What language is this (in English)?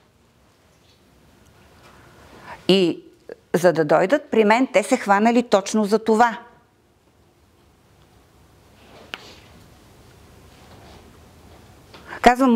Bulgarian